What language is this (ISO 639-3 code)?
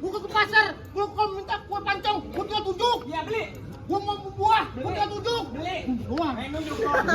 bew